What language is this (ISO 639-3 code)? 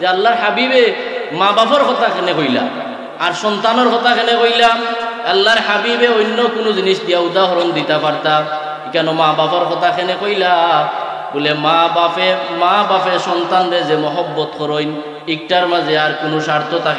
syl